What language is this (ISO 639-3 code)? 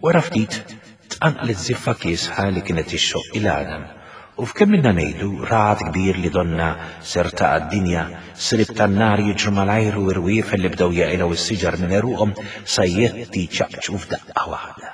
mlt